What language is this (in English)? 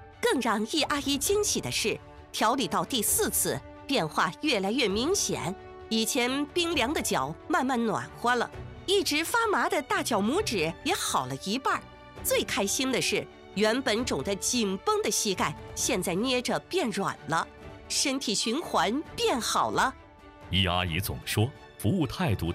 Chinese